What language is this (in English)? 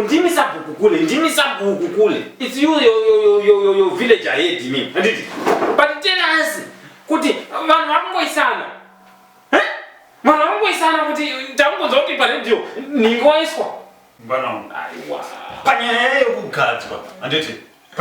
Shona